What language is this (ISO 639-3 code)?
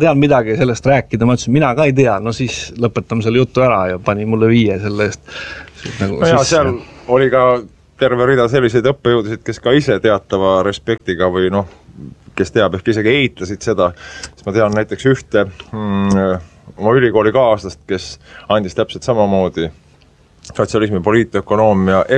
est